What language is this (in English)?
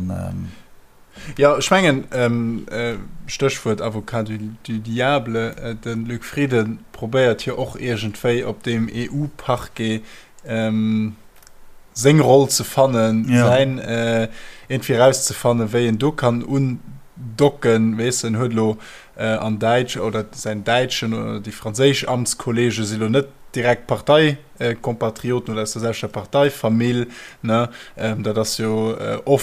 Luxembourgish